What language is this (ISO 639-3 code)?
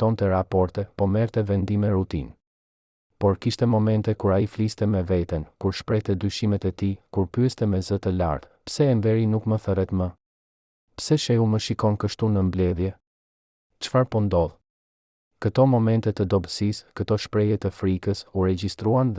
sqi